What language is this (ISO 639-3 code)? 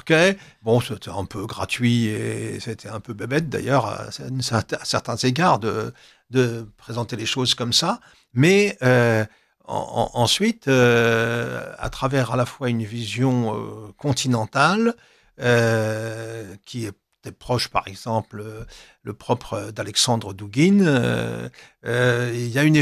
fra